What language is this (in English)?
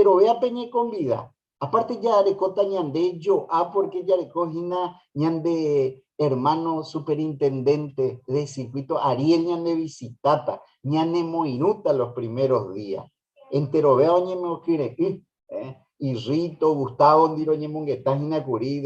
Guarani